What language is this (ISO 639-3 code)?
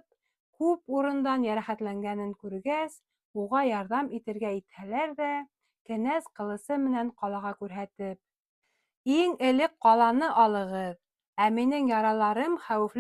bak